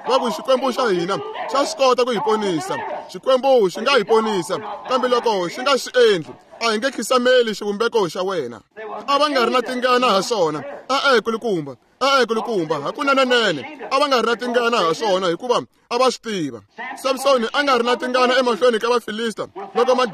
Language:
Tsonga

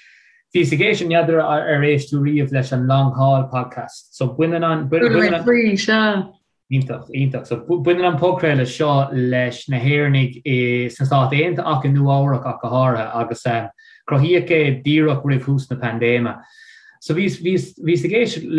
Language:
Irish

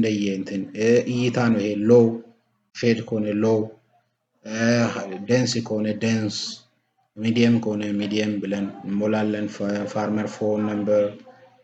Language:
Amharic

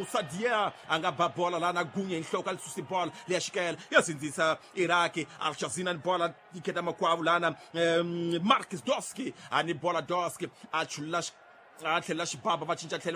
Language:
Tsonga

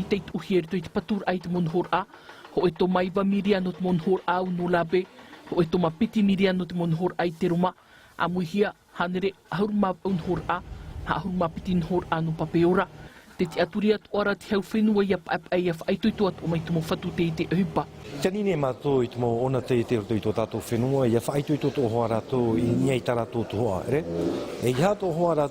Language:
Tahitian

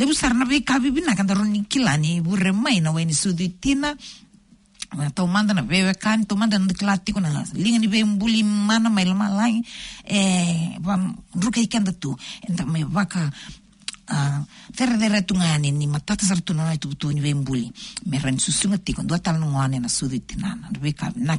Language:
Fijian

